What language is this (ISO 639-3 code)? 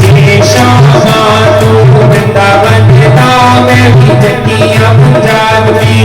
doi